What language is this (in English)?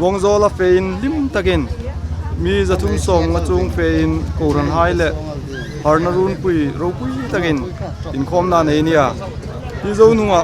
Hmar